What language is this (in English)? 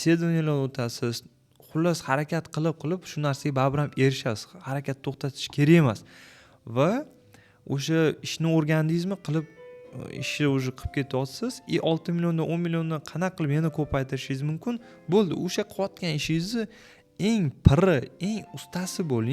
Uzbek